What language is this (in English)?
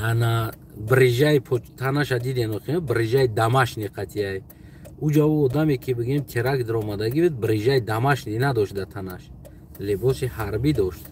Tajik